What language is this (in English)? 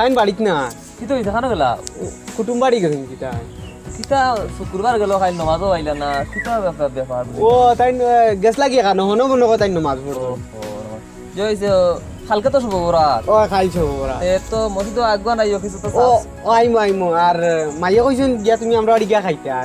Sylheti